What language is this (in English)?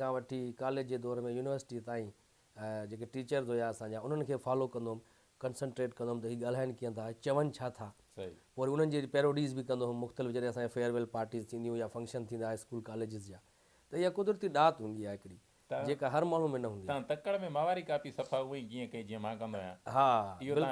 Sindhi